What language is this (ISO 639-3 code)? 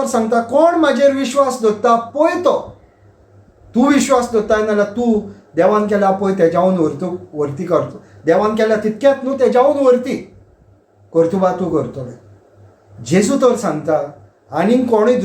kok